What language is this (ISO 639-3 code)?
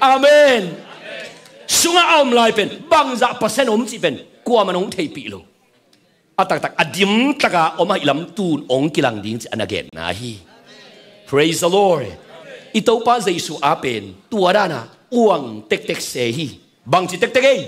ctd